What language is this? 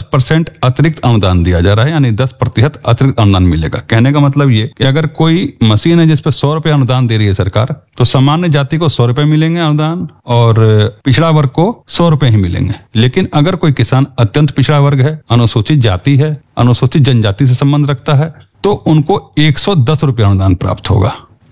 Hindi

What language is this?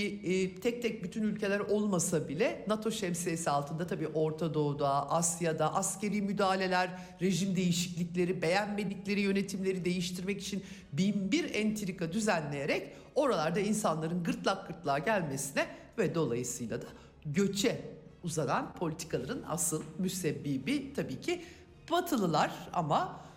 Turkish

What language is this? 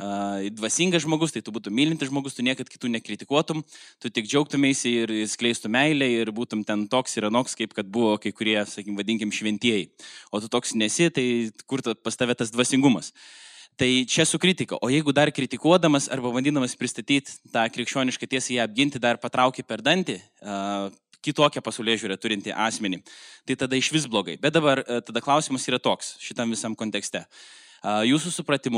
Lithuanian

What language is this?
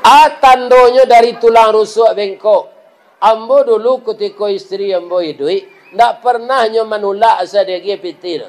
Minangkabau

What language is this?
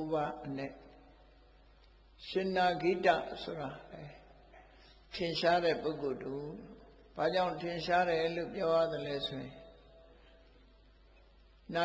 Burmese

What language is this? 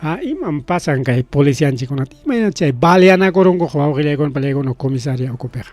Ayacucho Quechua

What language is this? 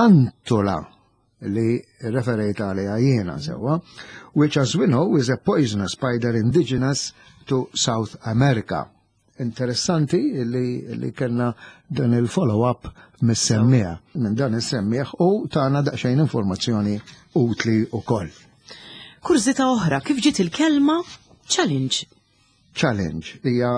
Maltese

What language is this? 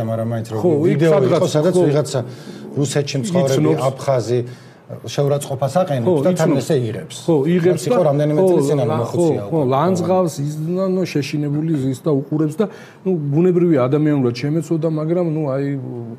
Georgian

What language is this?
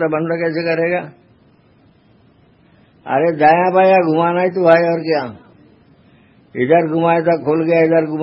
Hindi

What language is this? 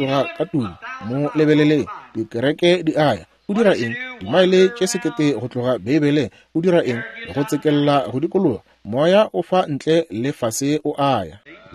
Northern Sotho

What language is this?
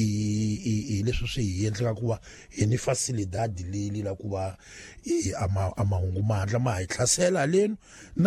Tsonga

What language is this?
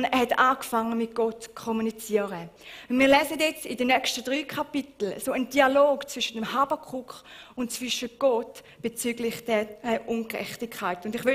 Swiss German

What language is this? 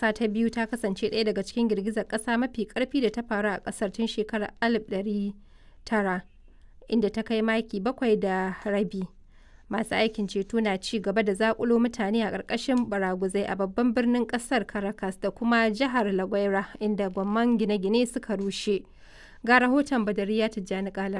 Hausa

